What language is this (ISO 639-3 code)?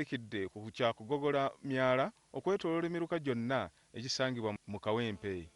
lug